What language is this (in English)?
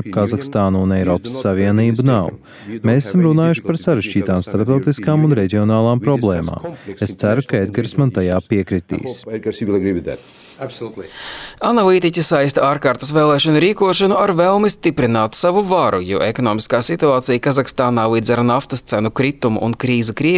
Latvian